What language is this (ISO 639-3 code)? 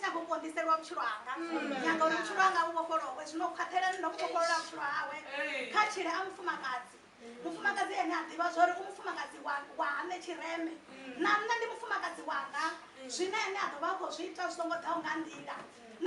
ven